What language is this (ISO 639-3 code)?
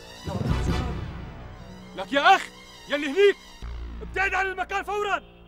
apc